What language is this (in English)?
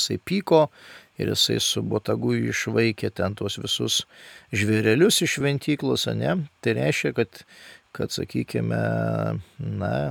Lithuanian